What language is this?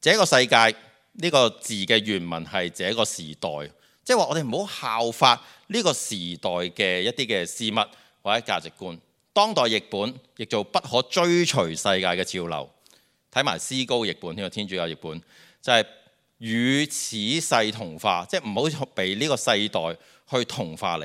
Cantonese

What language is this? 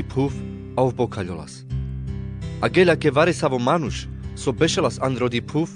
Carpathian Romani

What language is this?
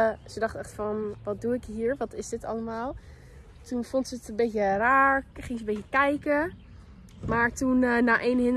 Dutch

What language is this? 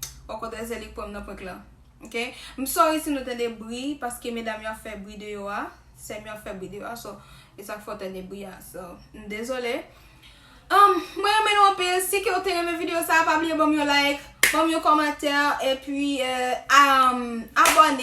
Haitian Creole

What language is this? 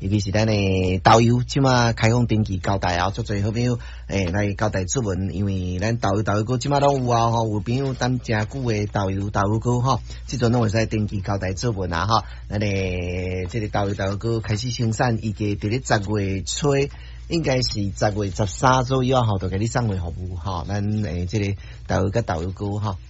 Min Nan Chinese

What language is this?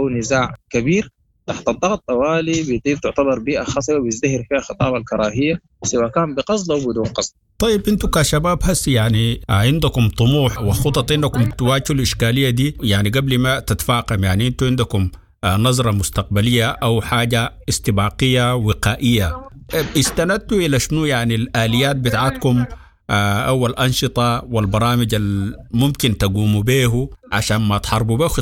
Sudanese Arabic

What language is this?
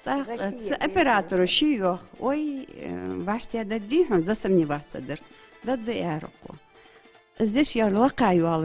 Ingush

